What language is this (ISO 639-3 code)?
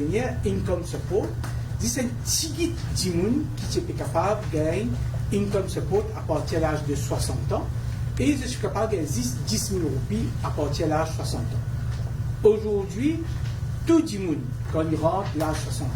mfe